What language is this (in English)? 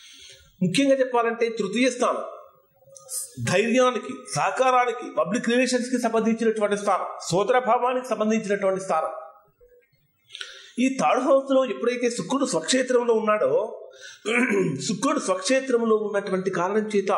Telugu